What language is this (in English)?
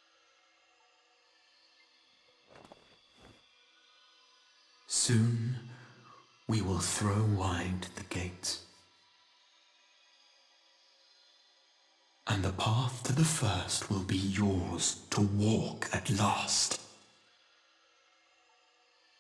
English